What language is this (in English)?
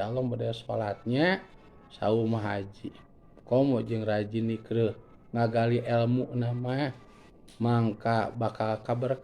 Sundanese